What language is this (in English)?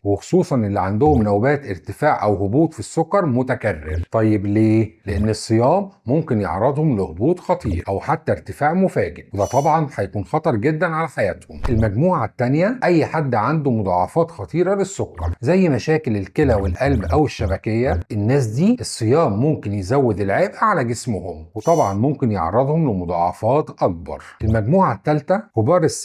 Egyptian Arabic